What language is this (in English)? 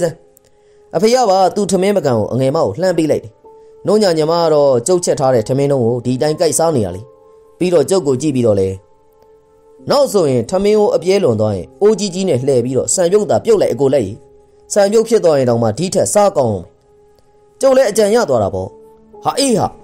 Burmese